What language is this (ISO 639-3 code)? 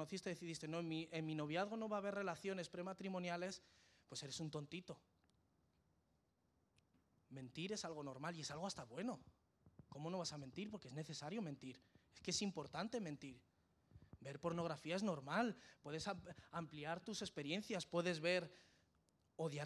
spa